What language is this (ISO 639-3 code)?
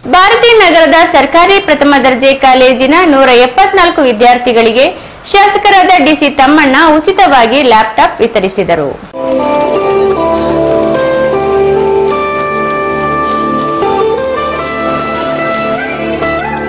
kan